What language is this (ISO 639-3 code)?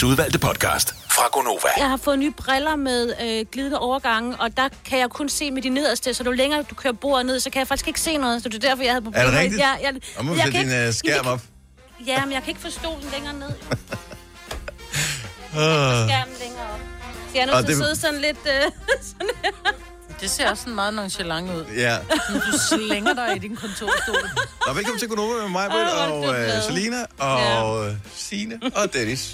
dan